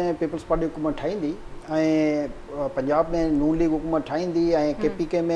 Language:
Sindhi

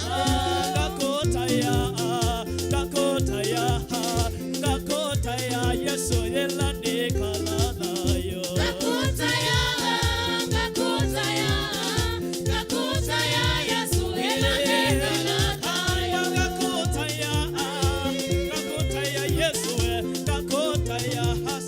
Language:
Kamba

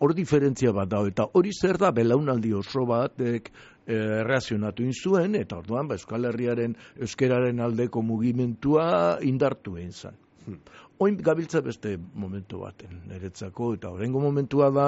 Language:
Basque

